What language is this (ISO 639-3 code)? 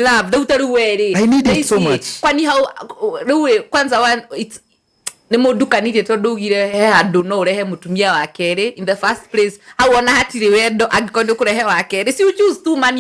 kik